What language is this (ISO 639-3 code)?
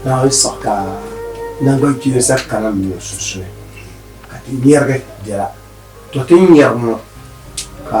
dag